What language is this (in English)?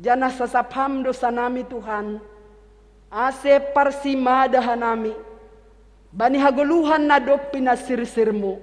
Batak Simalungun